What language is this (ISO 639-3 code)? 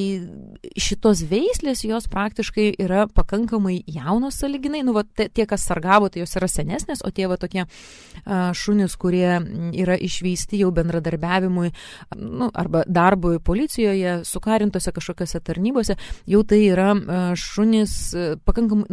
lit